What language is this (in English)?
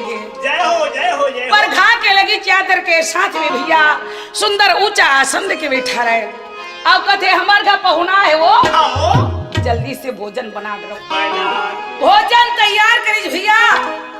Chhattisgarhi